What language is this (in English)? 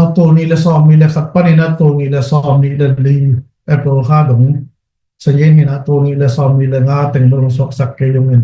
Tedim Chin